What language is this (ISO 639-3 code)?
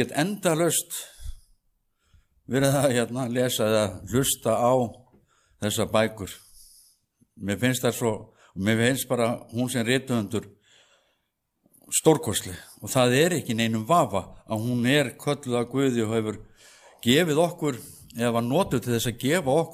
isl